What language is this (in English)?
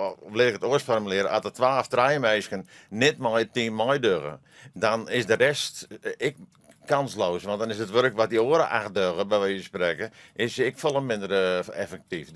Western Frisian